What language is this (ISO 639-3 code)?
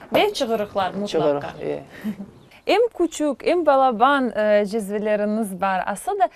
crh